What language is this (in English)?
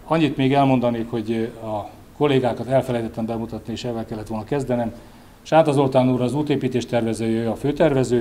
Hungarian